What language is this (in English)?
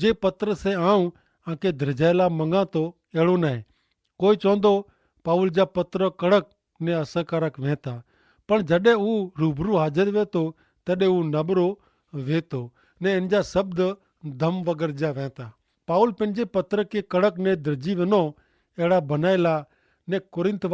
Kachhi